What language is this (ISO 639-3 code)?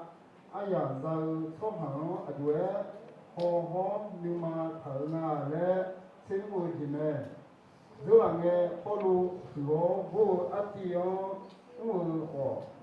ahk